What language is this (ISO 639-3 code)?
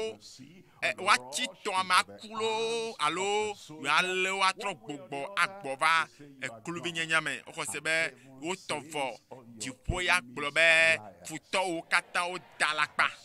ewe